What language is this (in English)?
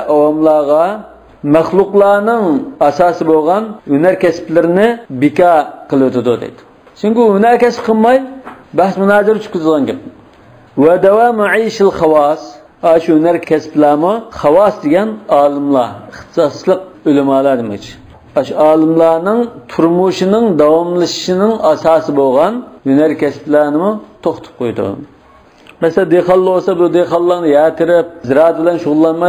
Uyghur